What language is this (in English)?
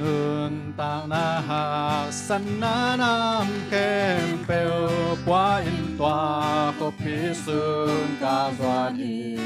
Tedim Chin